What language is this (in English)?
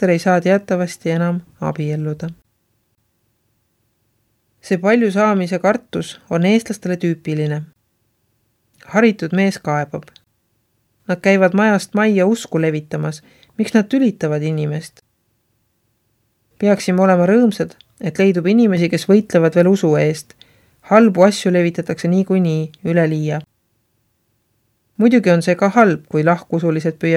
Estonian